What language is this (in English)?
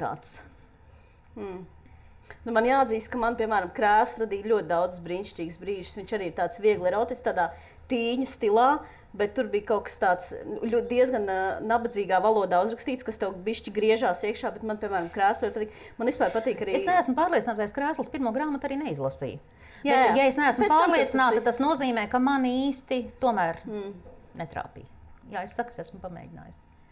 Latvian